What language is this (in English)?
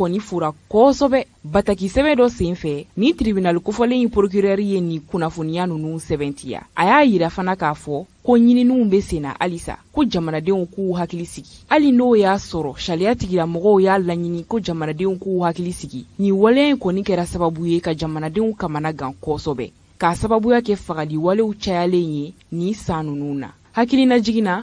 Bambara